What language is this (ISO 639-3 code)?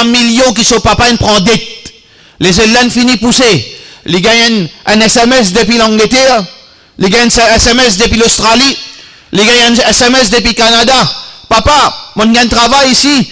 mfe